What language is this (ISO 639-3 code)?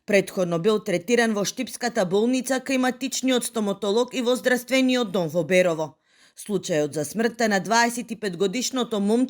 mkd